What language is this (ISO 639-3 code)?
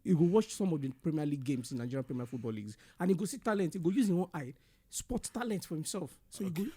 pcm